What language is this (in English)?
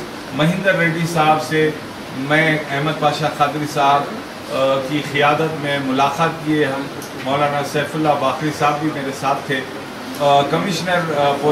Urdu